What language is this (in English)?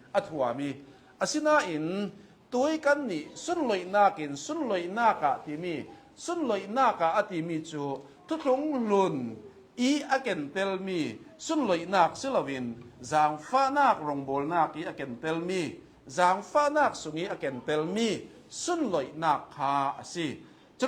Hakha Chin